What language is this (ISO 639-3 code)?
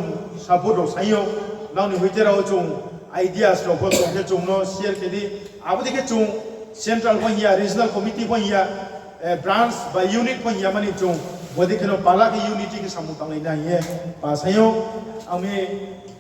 ria